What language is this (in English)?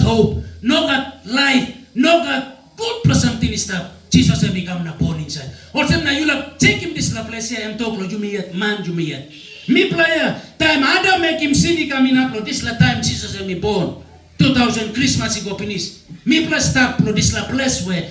Tok Pisin